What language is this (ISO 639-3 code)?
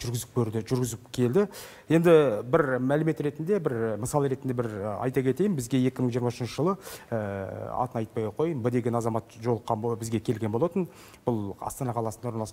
kaz